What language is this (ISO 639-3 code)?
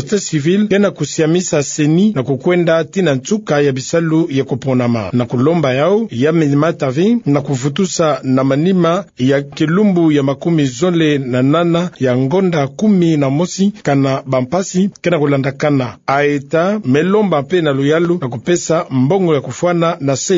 ktu